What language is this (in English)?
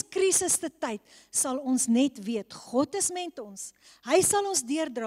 Afrikaans